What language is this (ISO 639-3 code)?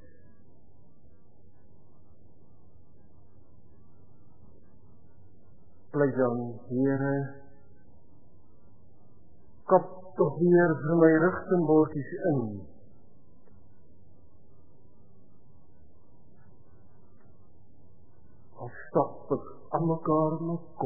afr